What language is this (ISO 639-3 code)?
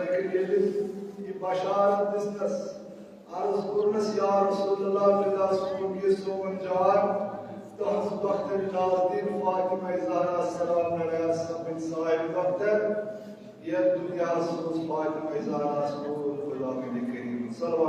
kas